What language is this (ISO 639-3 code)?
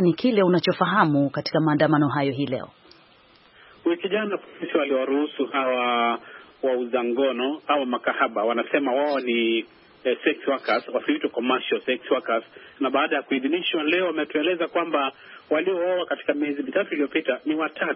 swa